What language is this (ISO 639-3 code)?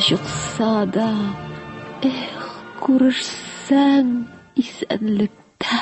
tat